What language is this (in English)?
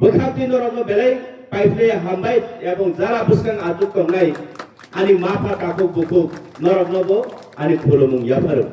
Kok Borok